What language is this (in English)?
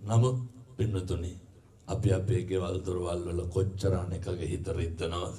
Sinhala